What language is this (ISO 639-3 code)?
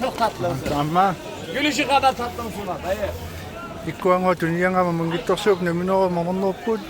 kal